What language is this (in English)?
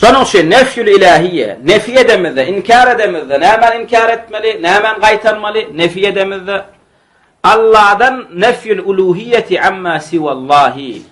Turkmen